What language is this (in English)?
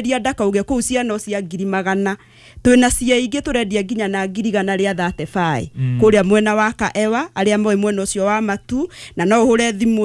Kikuyu